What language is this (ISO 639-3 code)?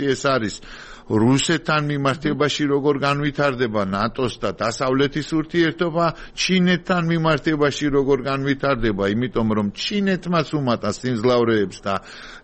kat